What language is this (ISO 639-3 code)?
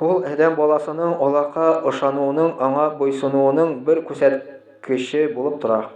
tat